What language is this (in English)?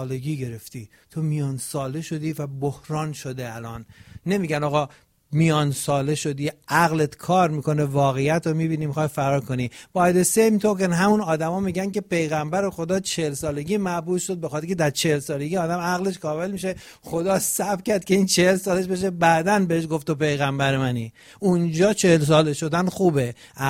Persian